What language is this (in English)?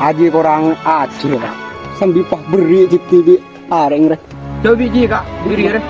Madurese